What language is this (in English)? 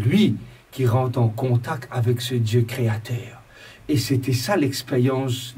Morisyen